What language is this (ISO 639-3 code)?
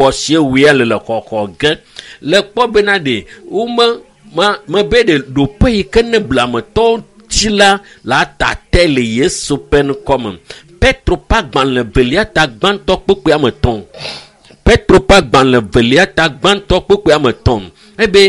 ewe